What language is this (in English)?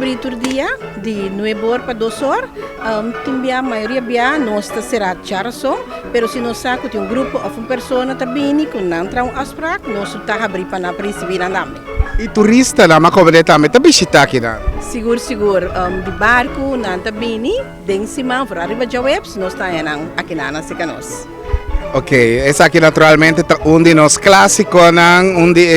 Papiamento